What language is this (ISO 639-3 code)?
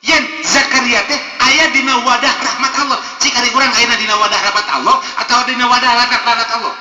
sun